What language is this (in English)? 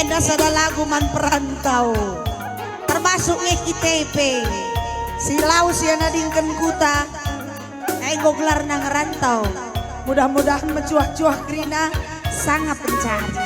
Batak Karo